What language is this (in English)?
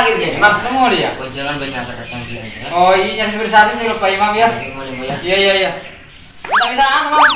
Madurese